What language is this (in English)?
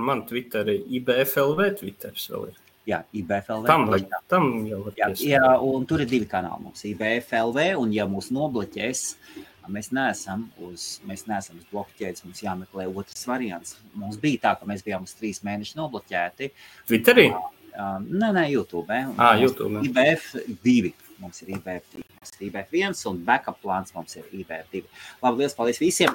Latvian